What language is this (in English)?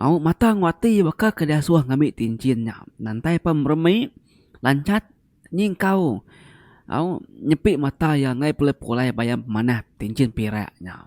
Iban